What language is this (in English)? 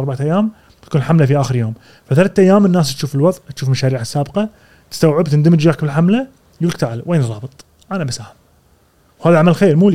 Gulf Arabic